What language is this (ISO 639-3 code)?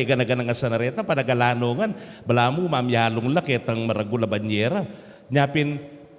pam